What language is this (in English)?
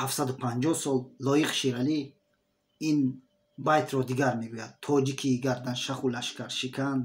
Tajik